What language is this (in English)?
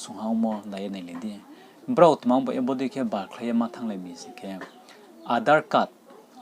Riang (India)